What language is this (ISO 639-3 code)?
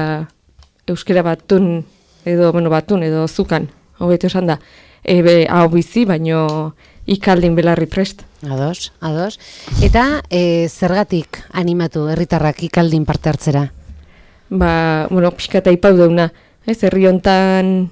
eus